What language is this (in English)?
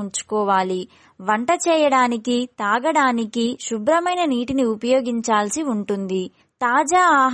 Telugu